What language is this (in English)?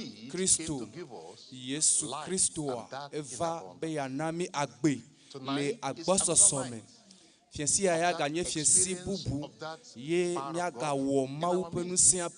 Ewe